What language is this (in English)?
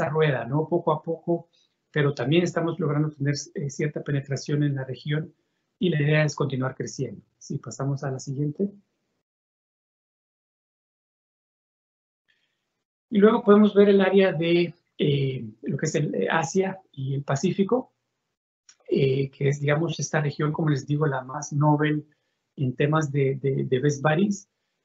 Spanish